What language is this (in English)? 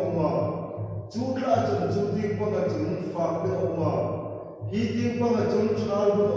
Hmar